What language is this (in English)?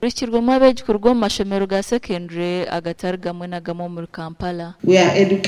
Nyankole